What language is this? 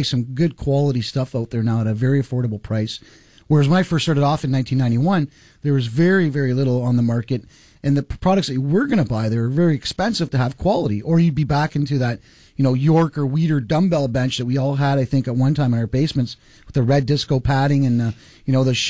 English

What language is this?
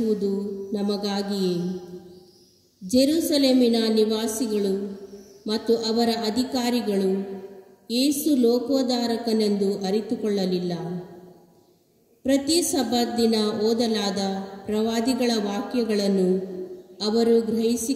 Kannada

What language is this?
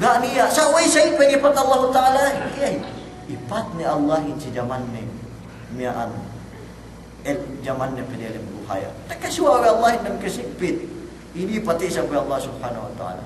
Yakan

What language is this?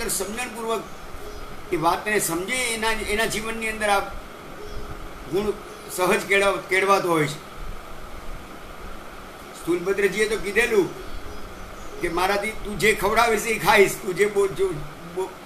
Gujarati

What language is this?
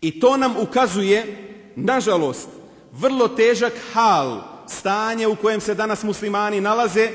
Bosnian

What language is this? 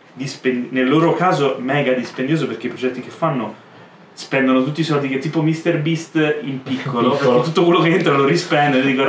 Italian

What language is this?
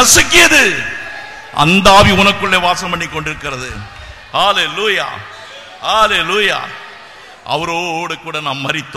Tamil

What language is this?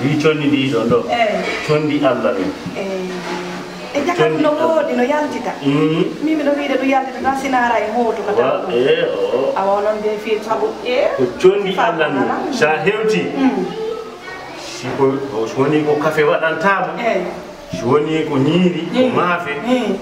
Fula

